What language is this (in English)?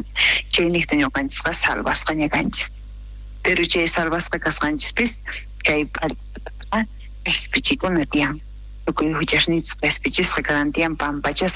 South Bolivian Quechua